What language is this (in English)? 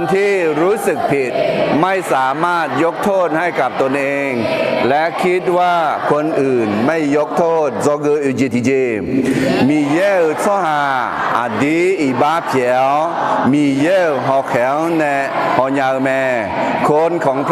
Akha